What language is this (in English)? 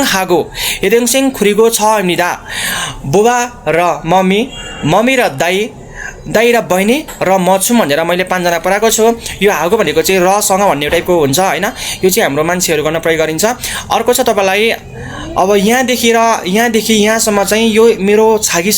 Nepali